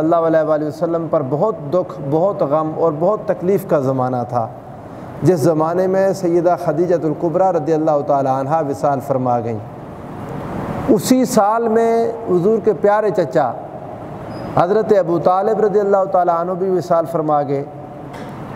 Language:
Urdu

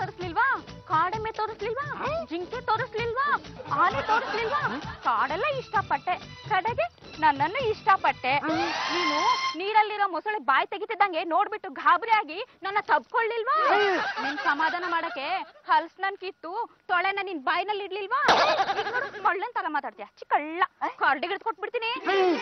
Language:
Kannada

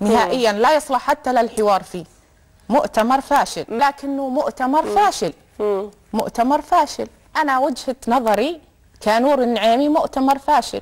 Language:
Mesopotamian Arabic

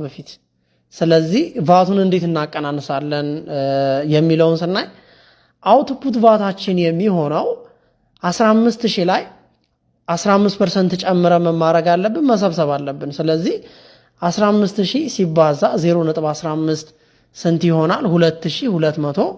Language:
Amharic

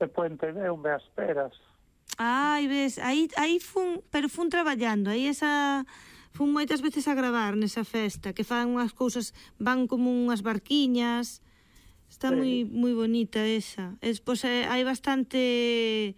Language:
Galician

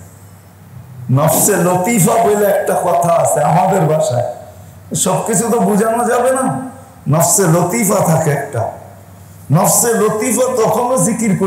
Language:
Bangla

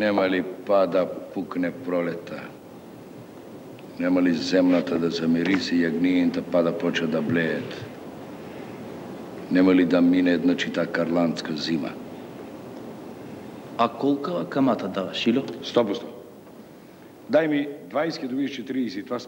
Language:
Macedonian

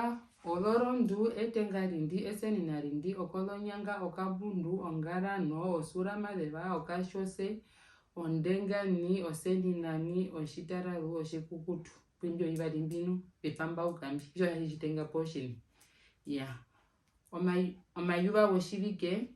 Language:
Herero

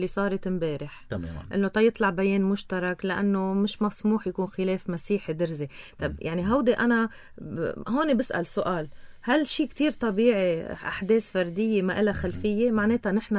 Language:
North Levantine Arabic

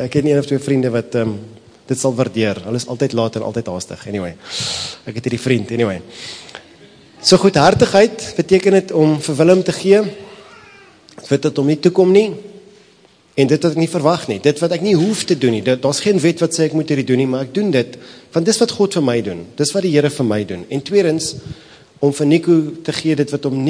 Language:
Afrikaans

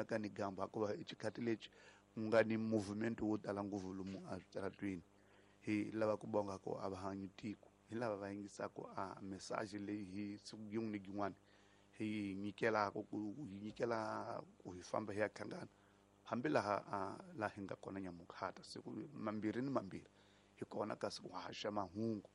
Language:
Tsonga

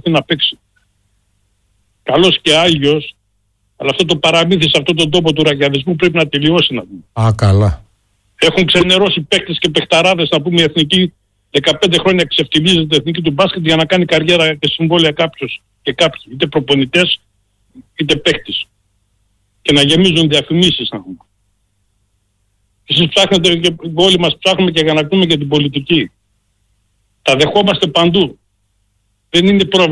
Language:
Greek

